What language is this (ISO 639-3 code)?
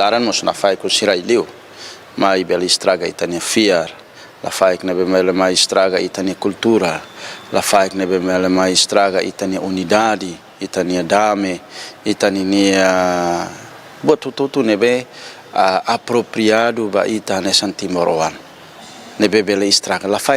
tet